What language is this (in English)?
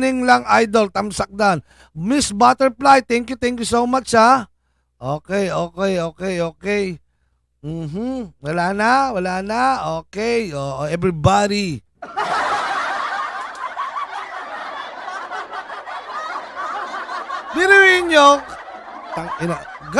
Filipino